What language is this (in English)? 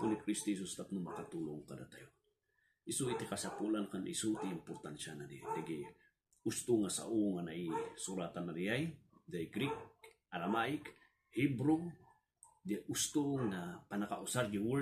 Iloko